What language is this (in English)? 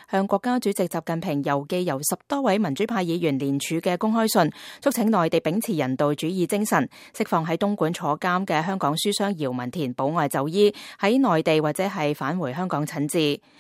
Cantonese